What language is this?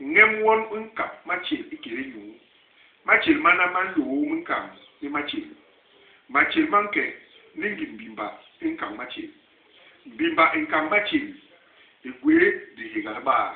Basaa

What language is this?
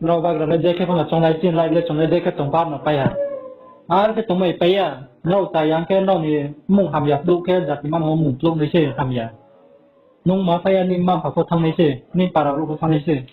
Riang (India)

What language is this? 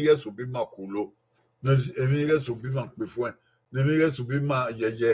Bini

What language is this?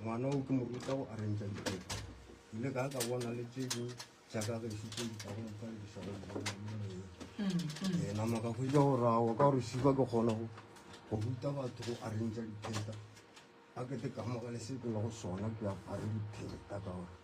Northern Sotho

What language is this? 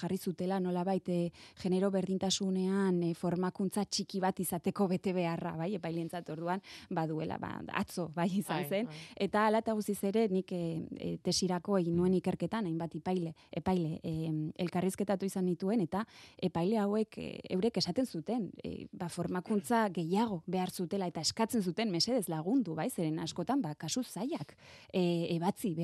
Basque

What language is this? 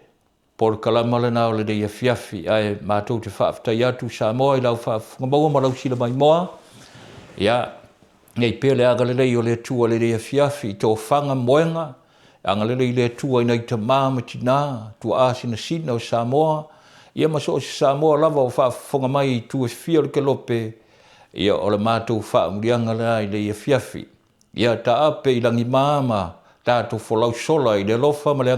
Samoan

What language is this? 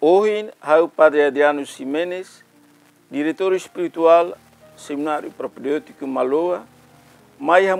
Tetum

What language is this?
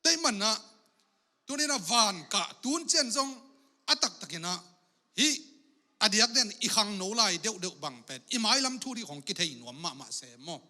Tedim Chin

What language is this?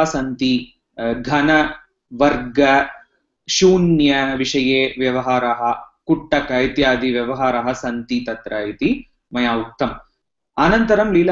Sanskrit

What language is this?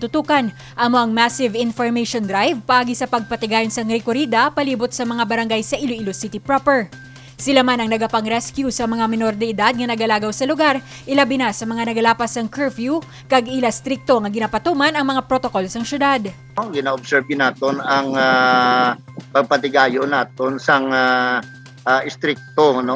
Hiligaynon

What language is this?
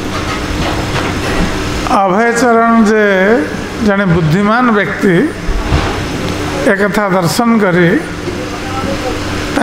Odia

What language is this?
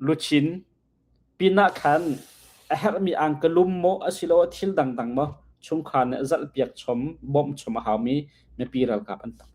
Hakha Chin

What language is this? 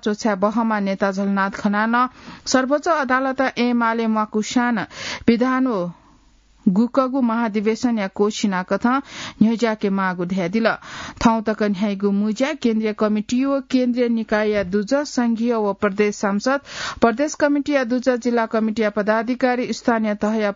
Newari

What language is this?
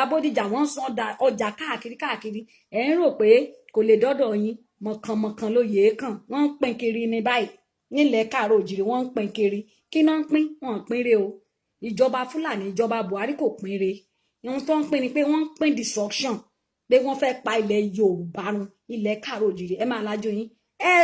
Yoruba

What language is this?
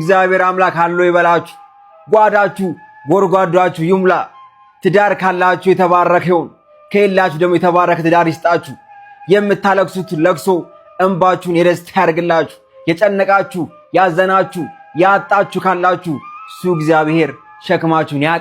Amharic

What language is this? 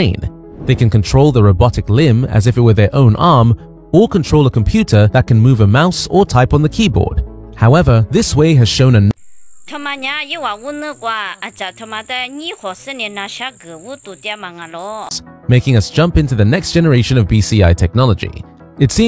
Lisu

